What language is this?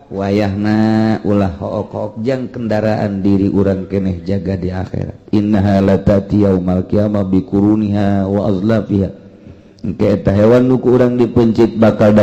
Sundanese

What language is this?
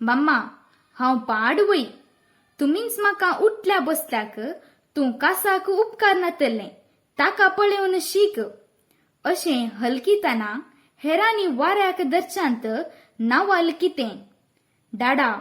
Konkani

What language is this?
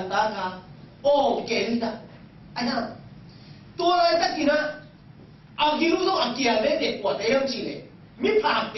Tedim Chin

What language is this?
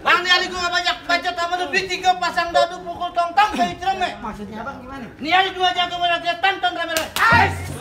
Betawi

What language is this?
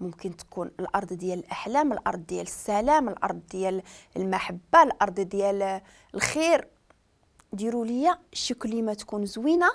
Moroccan Arabic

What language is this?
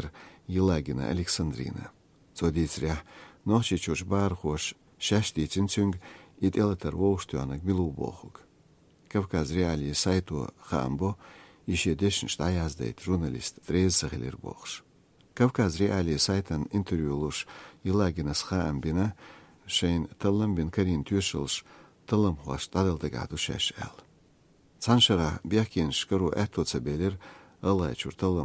Chechen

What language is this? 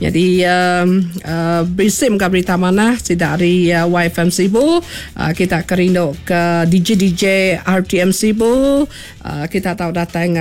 Iban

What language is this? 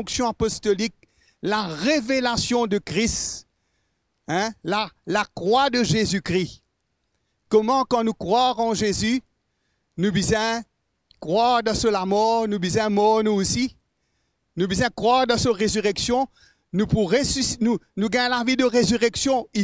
Morisyen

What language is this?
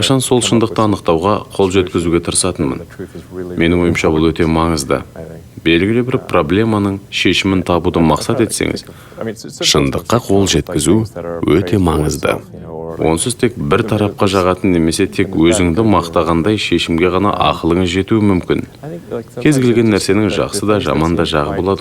Kazakh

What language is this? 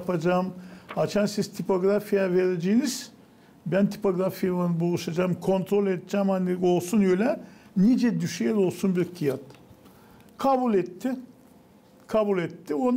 Gagauz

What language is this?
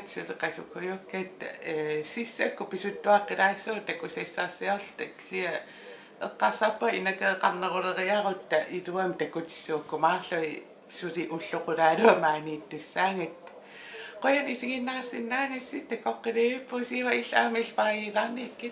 Kalaallisut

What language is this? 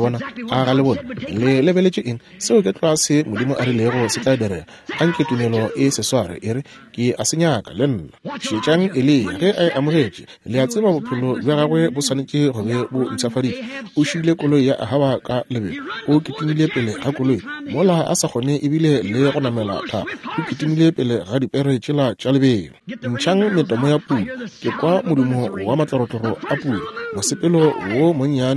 Northern Sotho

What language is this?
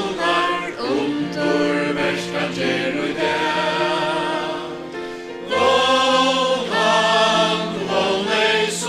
Faroese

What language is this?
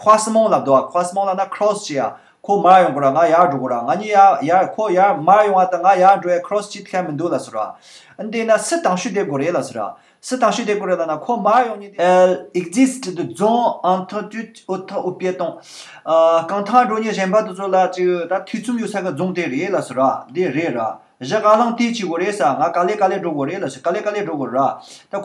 Tibetan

